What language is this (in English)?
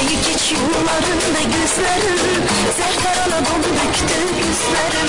Kara-Kalpak